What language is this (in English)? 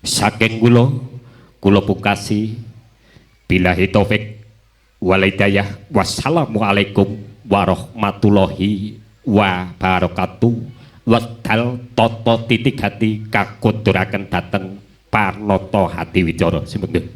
Javanese